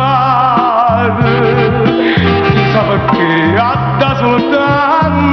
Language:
Neapolitan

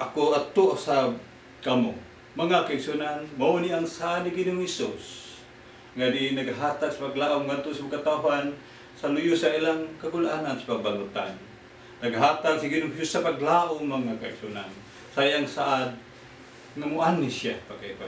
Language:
Cebuano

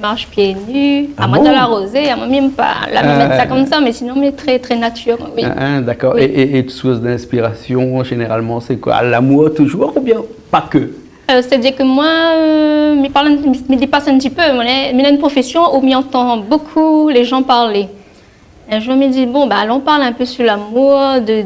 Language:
Réunion Creole French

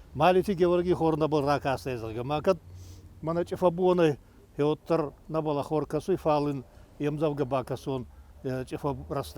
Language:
Ossetic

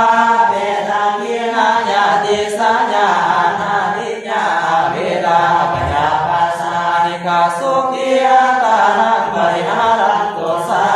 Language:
Pali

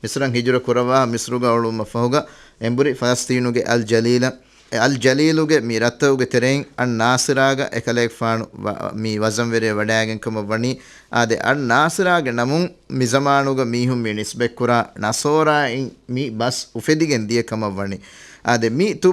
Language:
Divehi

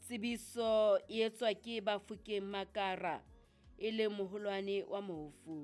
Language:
Southern Sotho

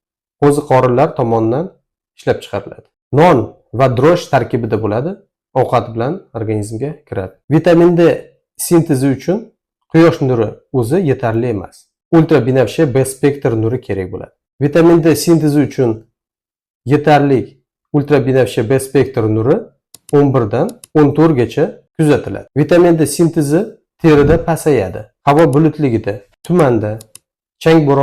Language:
Uzbek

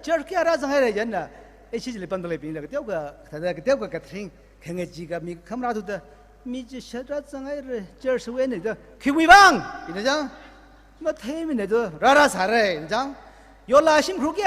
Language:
Tangkhul Naga (India)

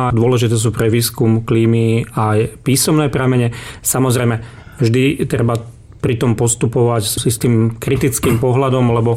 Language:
Slovak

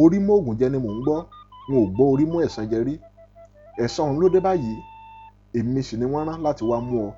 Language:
Yoruba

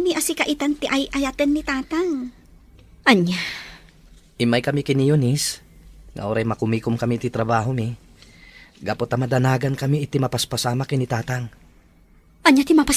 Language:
Iloko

